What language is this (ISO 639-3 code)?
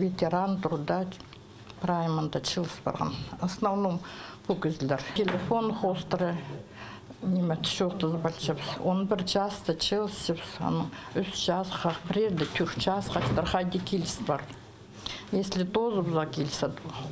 kjh